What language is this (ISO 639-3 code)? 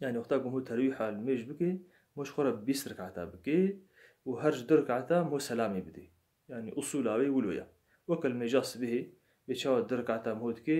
kur